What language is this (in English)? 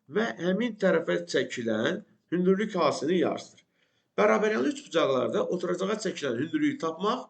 Azerbaijani